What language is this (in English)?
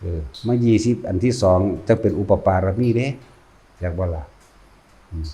Northeastern Thai